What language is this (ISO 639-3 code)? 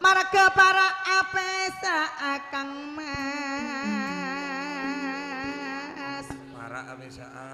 mad